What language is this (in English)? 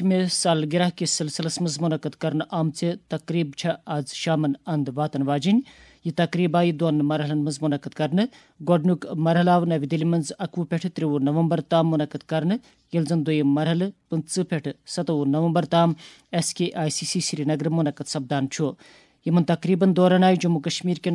Kashmiri